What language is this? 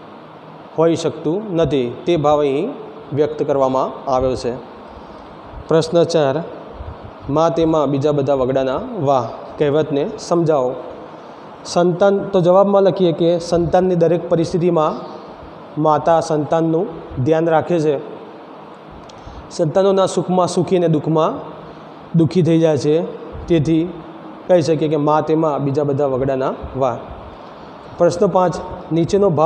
Gujarati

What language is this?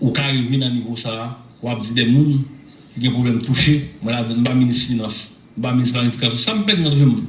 Haitian Creole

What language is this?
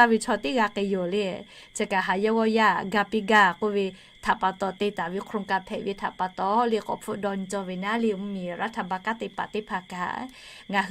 Lahu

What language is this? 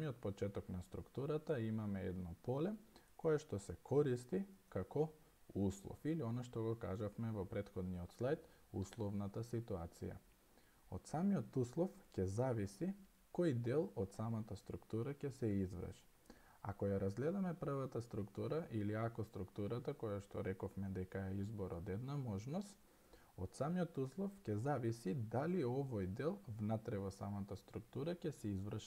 Macedonian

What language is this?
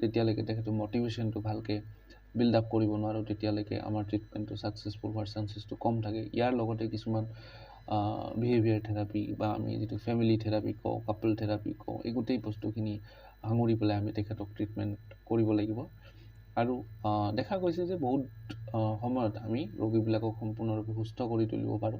Assamese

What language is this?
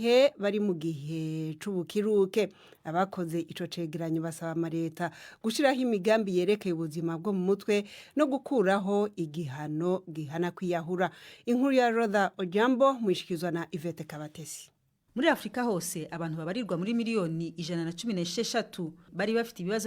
Rundi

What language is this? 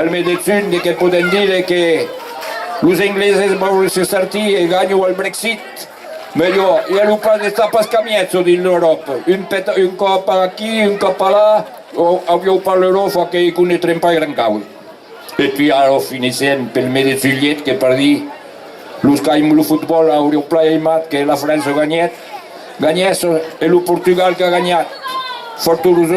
Occitan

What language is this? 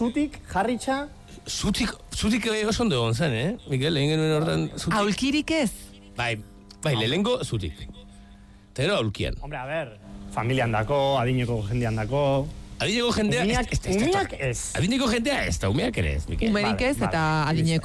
Basque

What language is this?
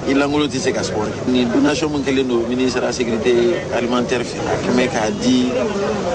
Bambara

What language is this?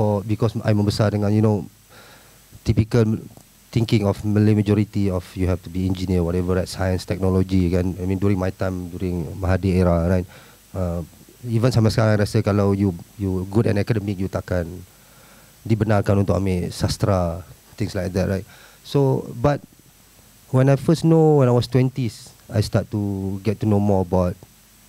Malay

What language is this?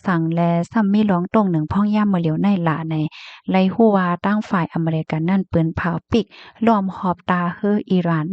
Shan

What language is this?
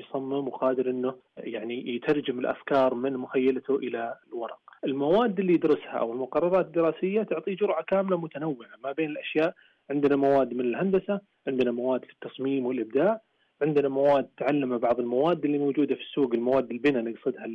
Najdi Arabic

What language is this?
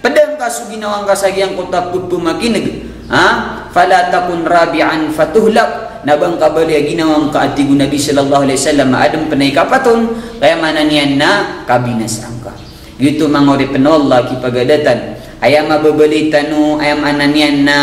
Maranao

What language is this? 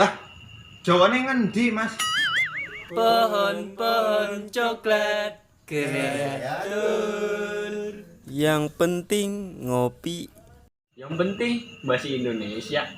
Betawi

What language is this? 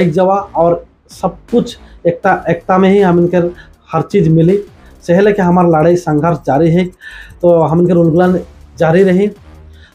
Sadri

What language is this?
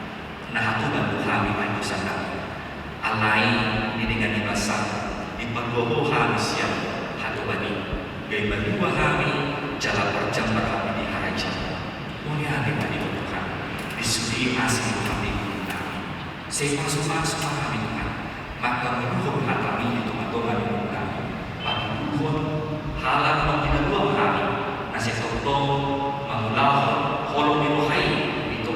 Batak Toba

